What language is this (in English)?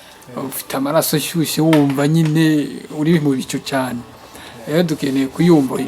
Kinyarwanda